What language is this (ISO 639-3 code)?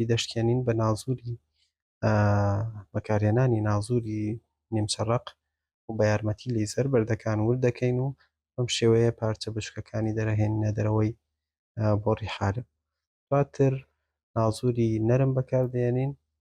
ckb